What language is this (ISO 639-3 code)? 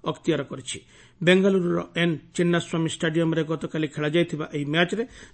ori